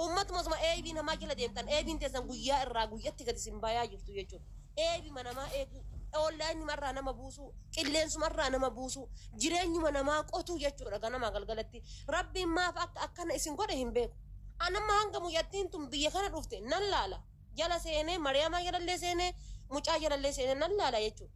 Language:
Oromo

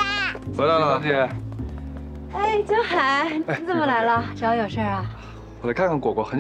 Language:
Chinese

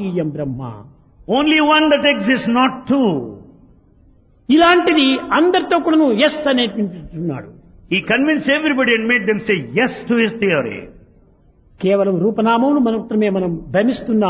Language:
Telugu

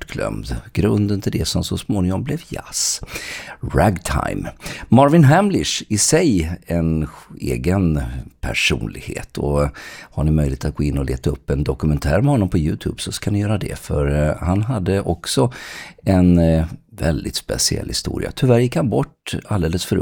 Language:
Swedish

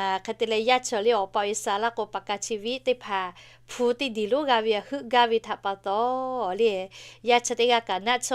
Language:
Lahu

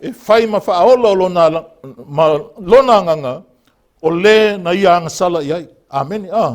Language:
Samoan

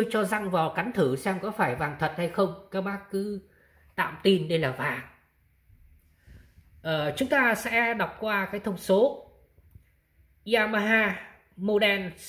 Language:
Vietnamese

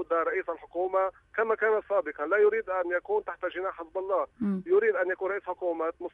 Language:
North Levantine Arabic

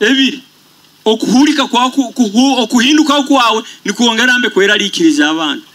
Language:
Nyoro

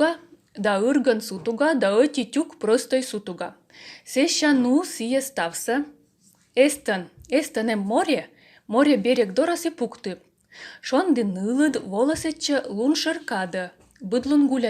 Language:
Komi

